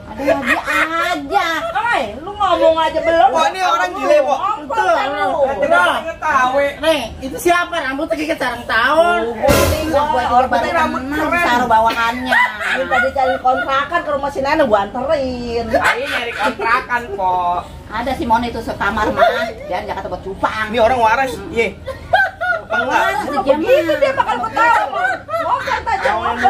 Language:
Betawi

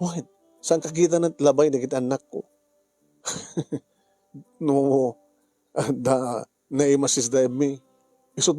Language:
Iloko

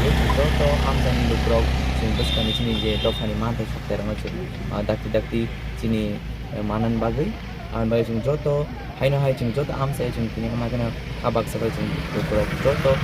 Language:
Kok Borok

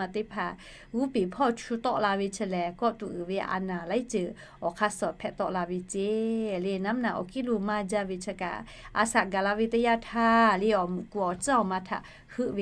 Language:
Lahu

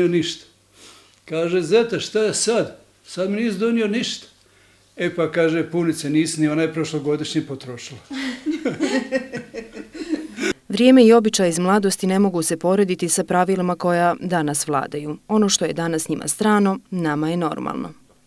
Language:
Bosnian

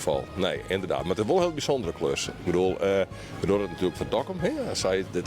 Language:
Western Frisian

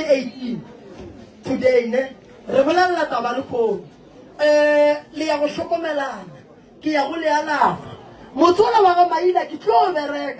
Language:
Northern Sotho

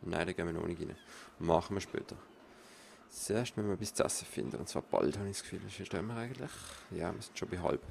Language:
Swiss German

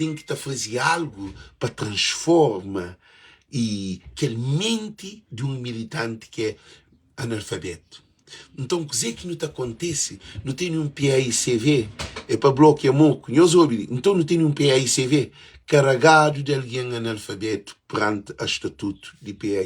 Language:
Kabuverdianu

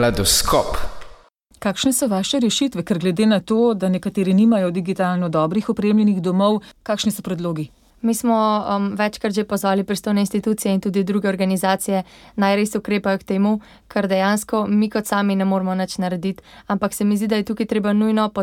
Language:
Slovenian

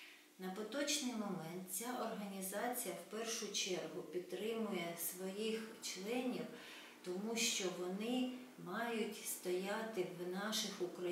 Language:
Ukrainian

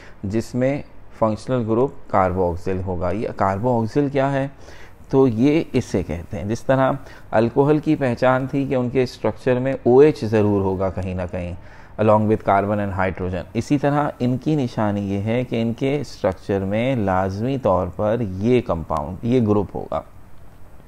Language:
Hindi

